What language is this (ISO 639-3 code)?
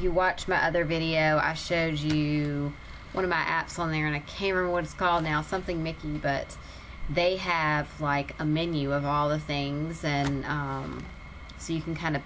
eng